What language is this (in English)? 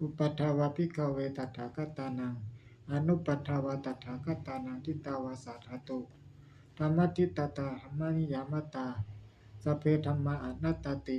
Pali